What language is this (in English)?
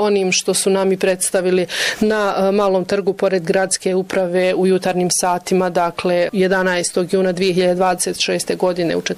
Bosnian